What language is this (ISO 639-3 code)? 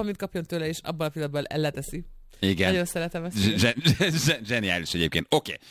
hun